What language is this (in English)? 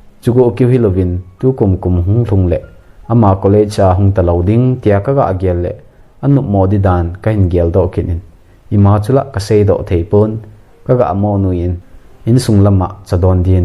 Thado Chin